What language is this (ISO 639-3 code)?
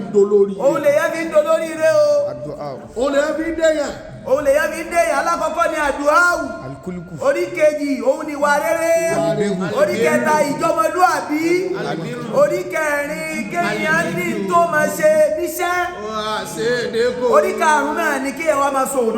yor